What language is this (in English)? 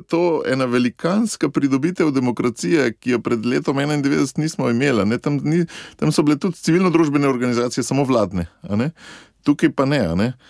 Slovenian